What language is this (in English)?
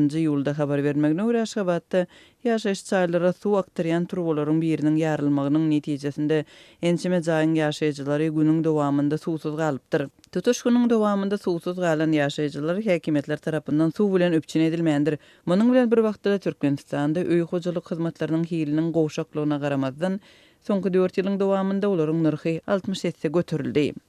Turkmen